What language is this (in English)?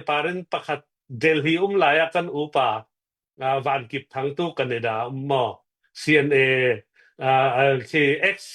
Hakha Chin